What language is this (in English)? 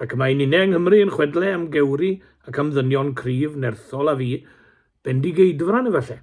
Welsh